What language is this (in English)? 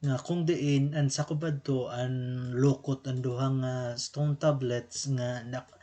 Waray